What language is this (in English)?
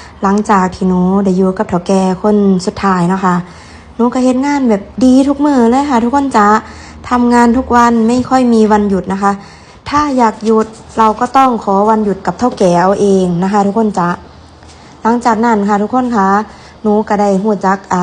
Northeastern Thai